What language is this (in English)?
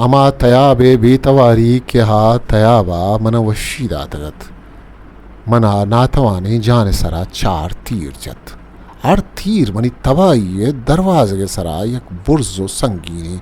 Eastern Balochi